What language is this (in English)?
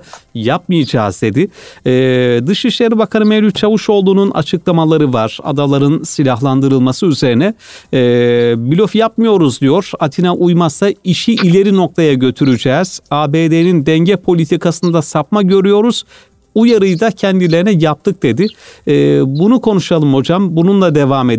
Turkish